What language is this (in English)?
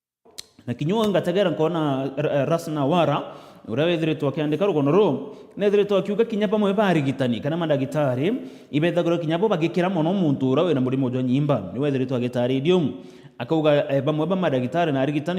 Meru